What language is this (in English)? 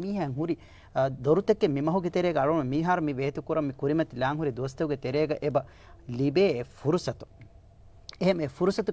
Divehi